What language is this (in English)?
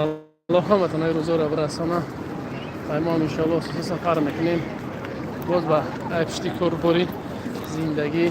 Tajik